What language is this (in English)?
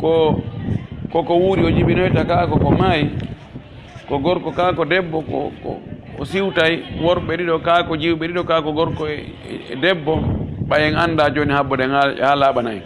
Pular